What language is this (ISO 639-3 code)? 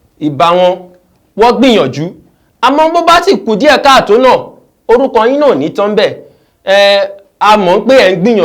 yor